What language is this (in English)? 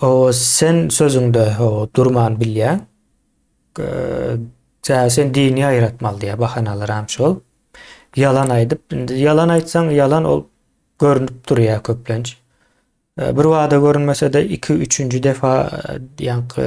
Turkmen